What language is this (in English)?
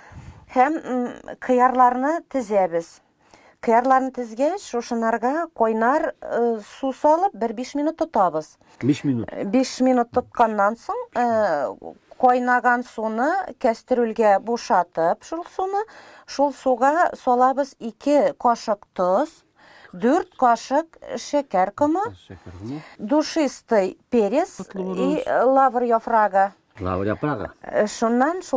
Bashkir